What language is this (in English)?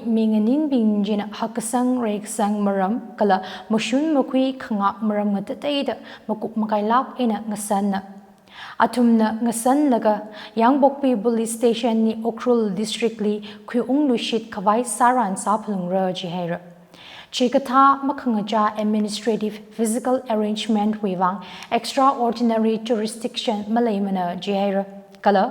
Tangkhul Naga (India)